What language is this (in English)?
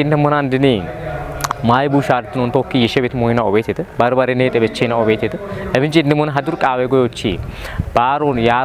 Kafa